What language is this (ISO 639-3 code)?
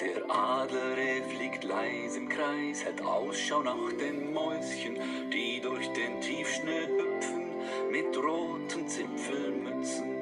gsw